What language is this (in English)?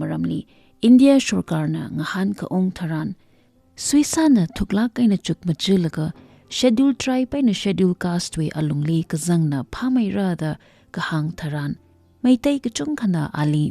Tangkhul Naga (India)